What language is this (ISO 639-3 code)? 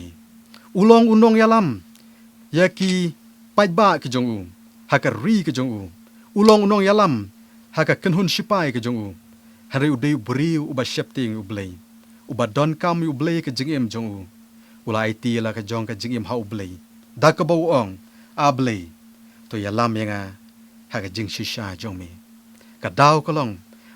kha